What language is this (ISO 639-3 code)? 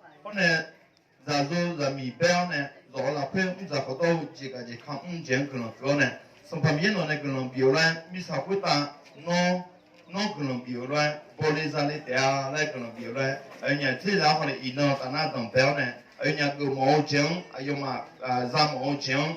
ahk